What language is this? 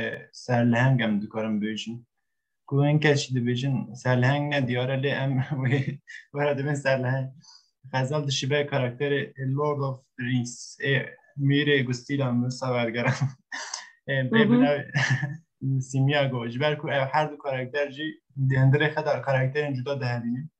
Kurdish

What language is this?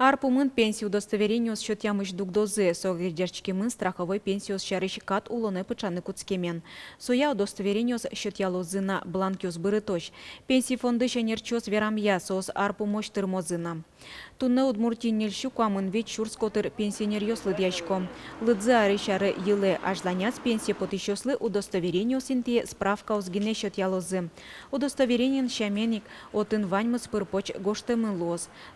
Udmurt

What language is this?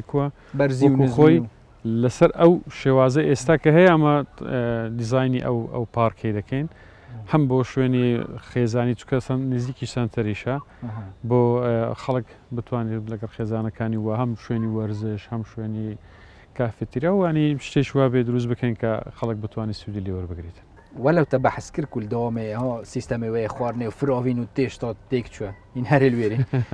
Central Kurdish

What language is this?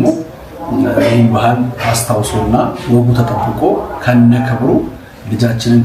Amharic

